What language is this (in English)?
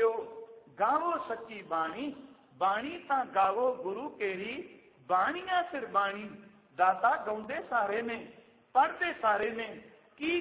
Punjabi